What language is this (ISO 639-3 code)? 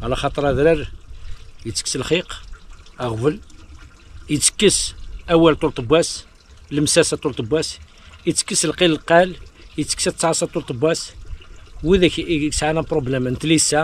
kab